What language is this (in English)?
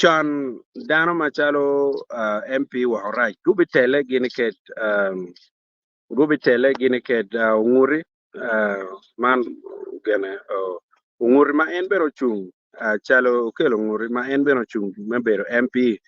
Acoli